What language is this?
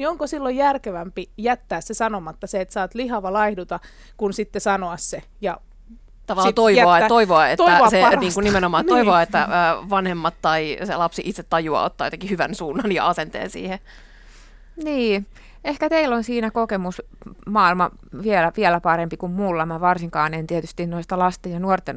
Finnish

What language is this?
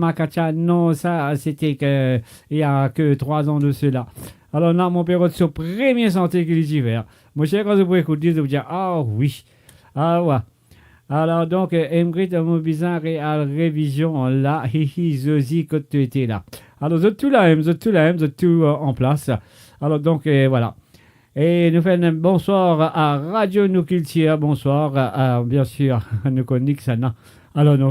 Morisyen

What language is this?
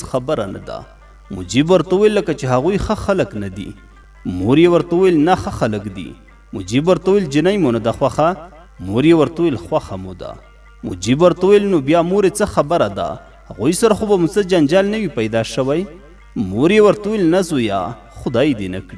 Pashto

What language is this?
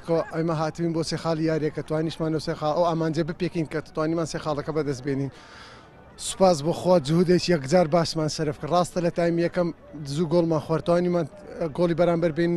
Central Kurdish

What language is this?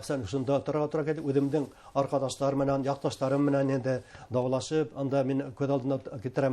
Bashkir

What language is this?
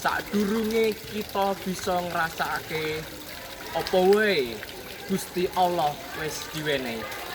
Javanese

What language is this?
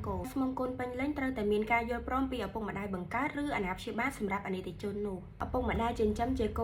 Khmer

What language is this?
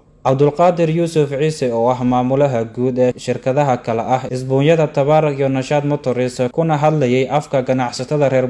Somali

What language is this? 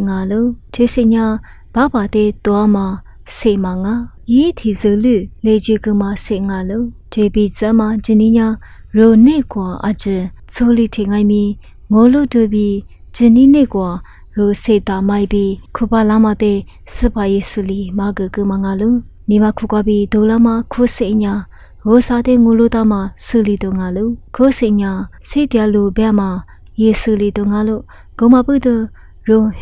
Lisu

